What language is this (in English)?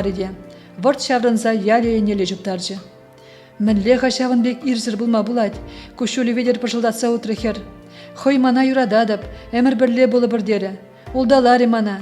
Chuvash